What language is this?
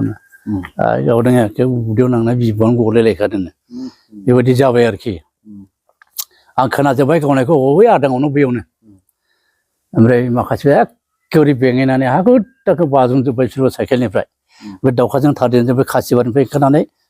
Bodo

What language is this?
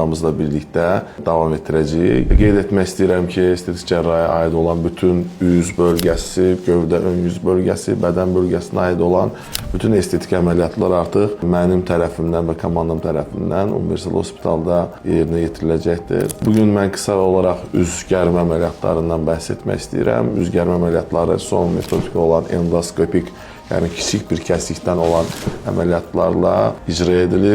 Azerbaijani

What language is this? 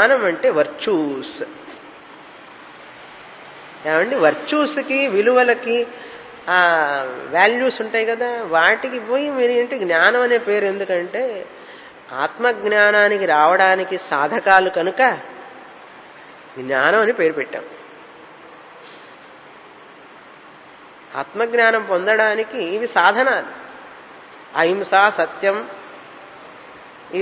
Telugu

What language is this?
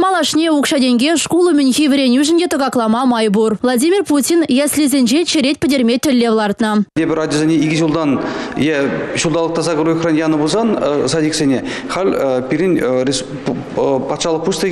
Chuvash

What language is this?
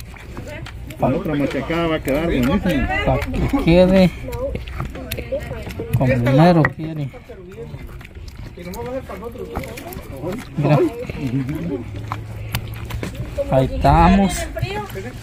Spanish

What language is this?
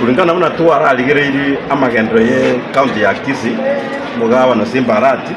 Gusii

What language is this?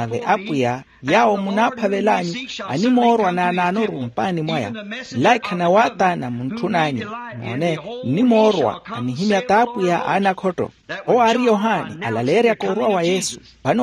Makhuwa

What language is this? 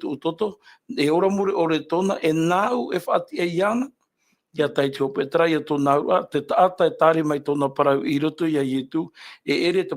Tahitian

